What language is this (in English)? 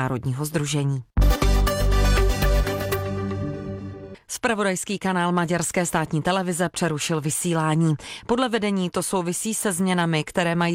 Czech